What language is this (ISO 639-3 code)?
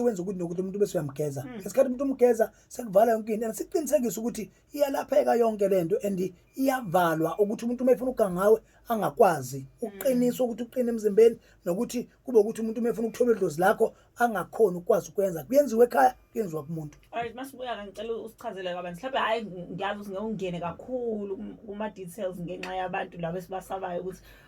zul